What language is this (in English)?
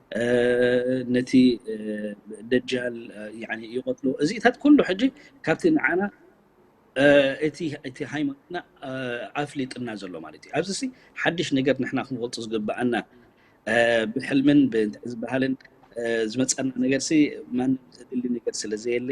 Tigrinya